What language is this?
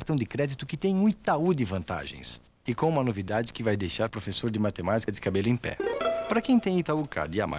Portuguese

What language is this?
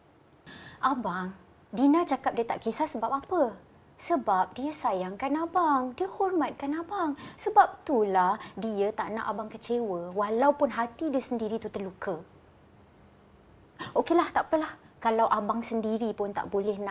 Malay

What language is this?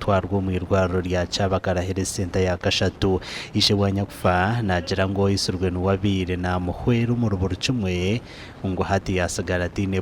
Nyankole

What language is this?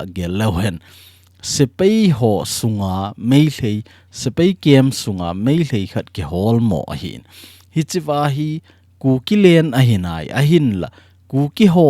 Thado Chin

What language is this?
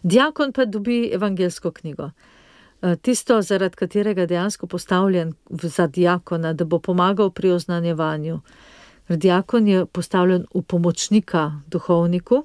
Slovenian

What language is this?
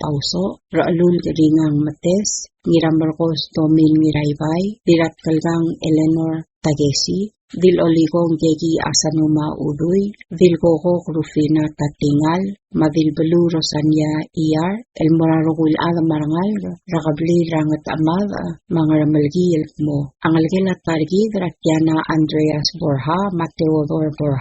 Palauan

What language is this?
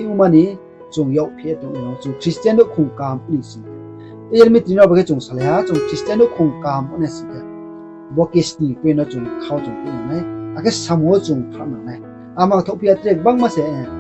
Riang (India)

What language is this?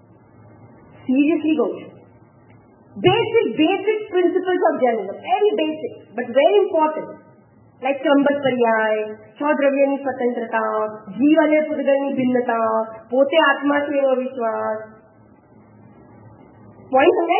Gujarati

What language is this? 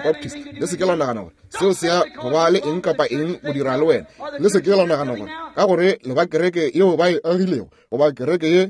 Northern Sotho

